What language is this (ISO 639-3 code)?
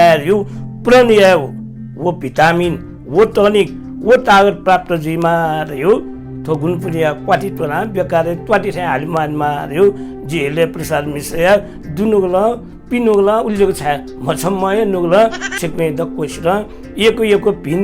new